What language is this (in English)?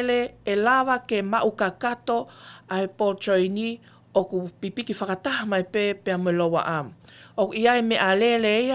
Tongan